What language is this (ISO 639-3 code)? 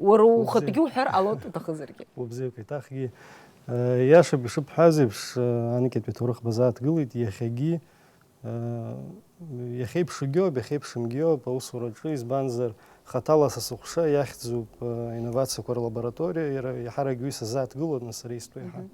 abk